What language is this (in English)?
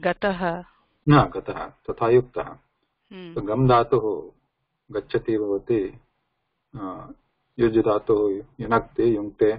Sanskrit